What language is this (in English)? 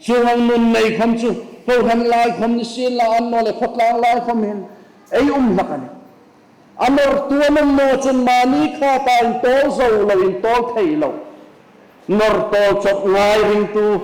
Hmar